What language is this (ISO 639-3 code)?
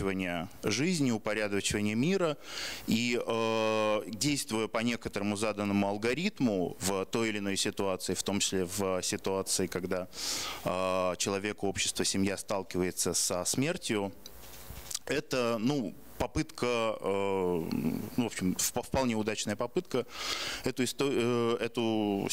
rus